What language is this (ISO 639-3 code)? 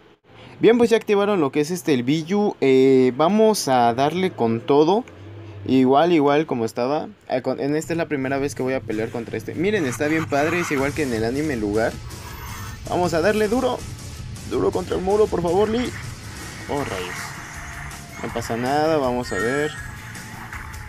spa